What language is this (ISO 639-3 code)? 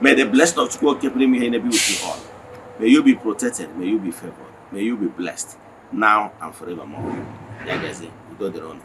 ibo